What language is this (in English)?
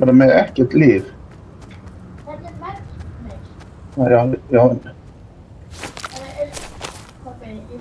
Icelandic